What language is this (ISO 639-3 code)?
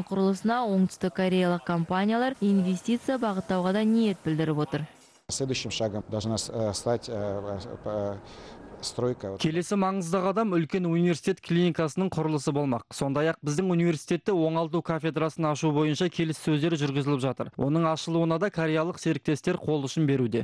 kaz